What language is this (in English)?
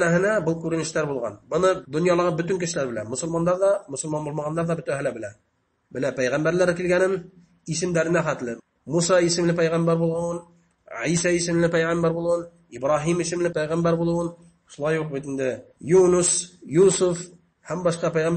Bashkir